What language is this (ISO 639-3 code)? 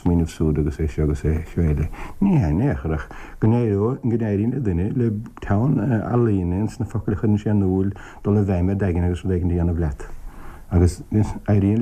gle